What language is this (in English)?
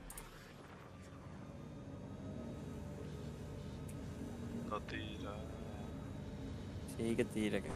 Catalan